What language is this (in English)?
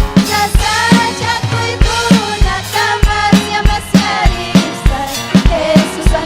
Ayacucho Quechua